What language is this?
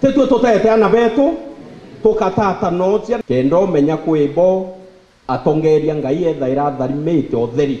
Meru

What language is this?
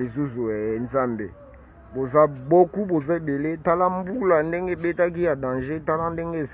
Lingala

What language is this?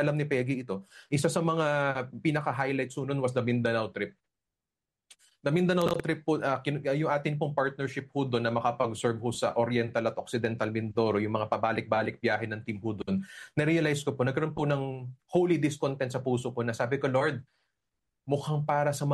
Filipino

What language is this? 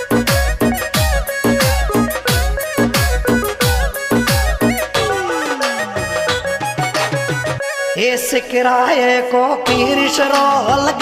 Hindi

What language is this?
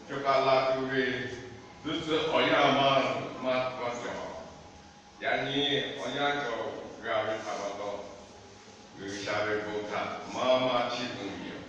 Lahu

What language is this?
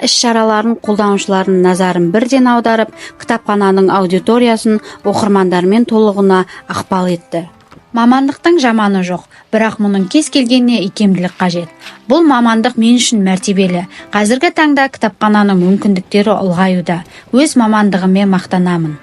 Kazakh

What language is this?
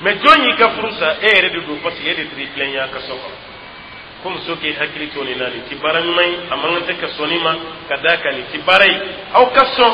Dyula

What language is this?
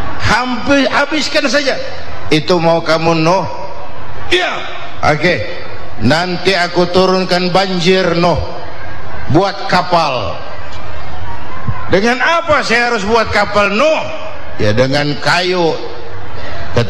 Indonesian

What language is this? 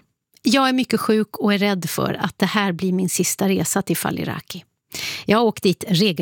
Swedish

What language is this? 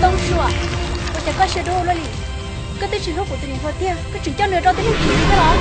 Hmong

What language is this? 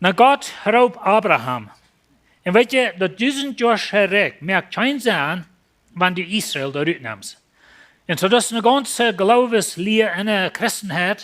Plautdietsch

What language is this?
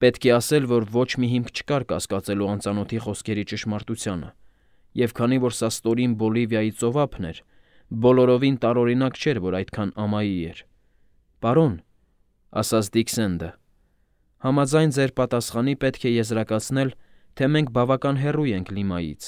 Armenian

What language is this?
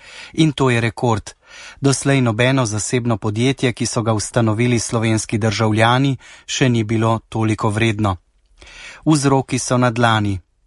Slovenian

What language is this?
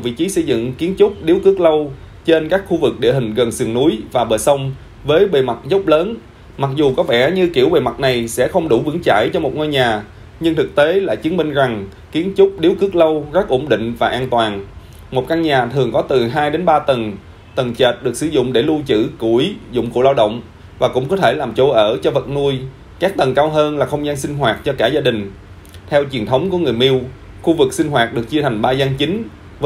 Vietnamese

